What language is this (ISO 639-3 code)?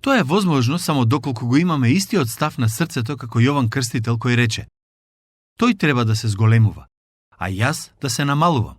mkd